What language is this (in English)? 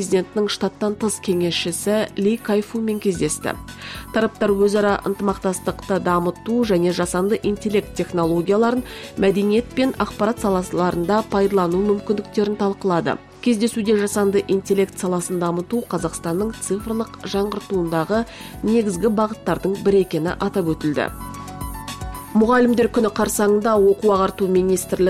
Kazakh